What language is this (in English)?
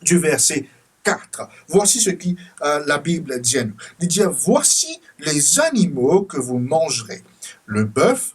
Morisyen